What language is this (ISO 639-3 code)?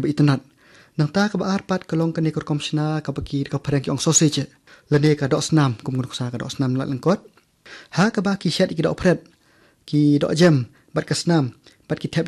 kha